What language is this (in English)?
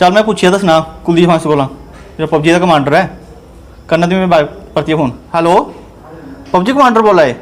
Dogri